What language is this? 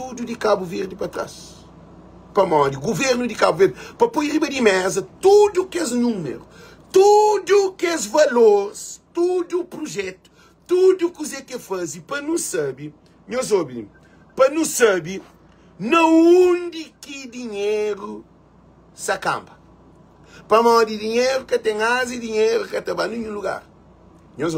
Kabuverdianu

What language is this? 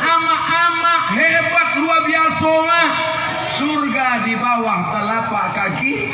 Minangkabau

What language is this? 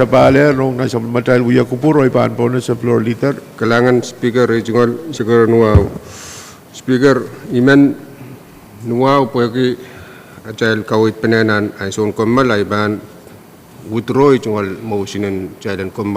Pohnpeian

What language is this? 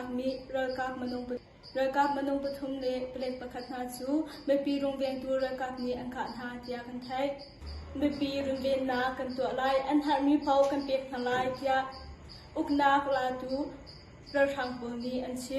Hakha Chin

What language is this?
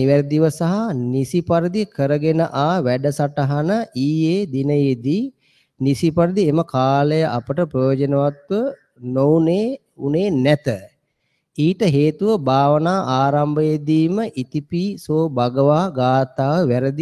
Sinhala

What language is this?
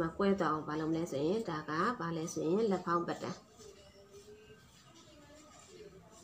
Burmese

